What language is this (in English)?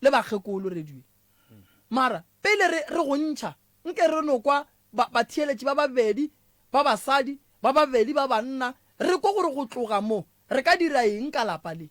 Northern Sotho